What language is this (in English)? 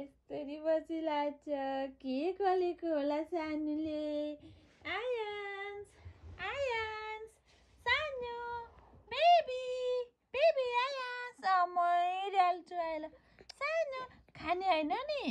Nepali